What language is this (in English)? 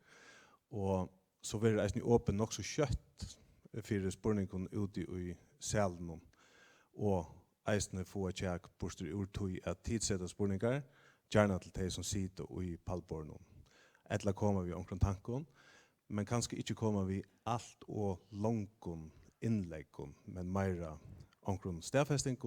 Faroese